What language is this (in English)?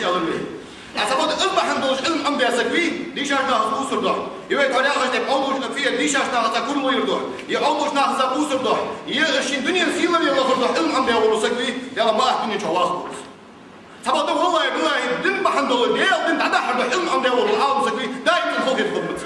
Ingush